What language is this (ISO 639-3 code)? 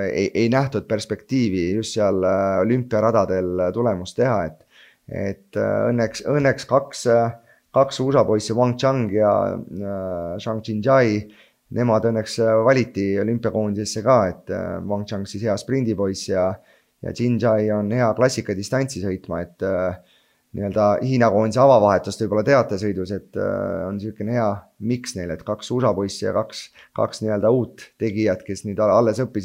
est